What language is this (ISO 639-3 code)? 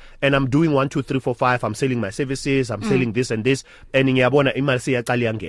eng